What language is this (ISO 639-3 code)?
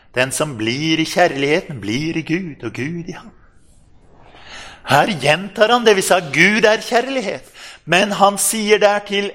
nor